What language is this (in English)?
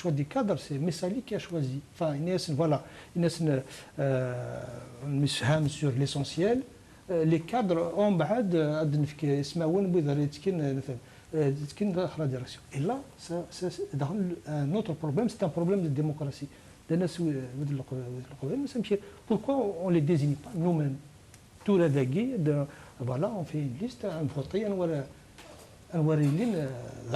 Kabyle